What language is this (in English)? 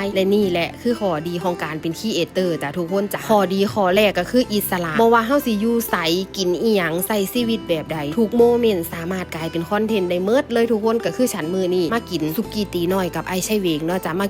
Lao